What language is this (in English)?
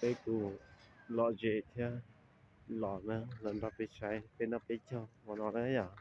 Hmong